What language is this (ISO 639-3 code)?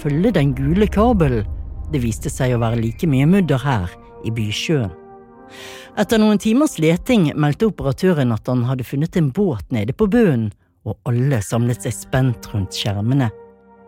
nor